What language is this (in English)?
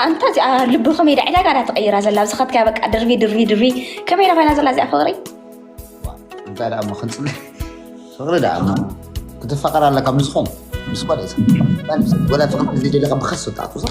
Tigrinya